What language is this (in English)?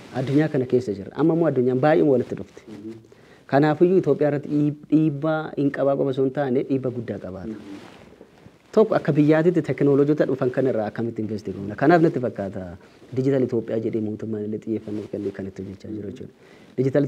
Oromo